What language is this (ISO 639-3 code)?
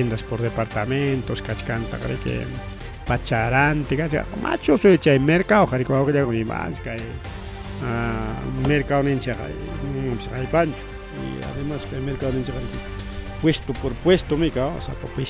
quy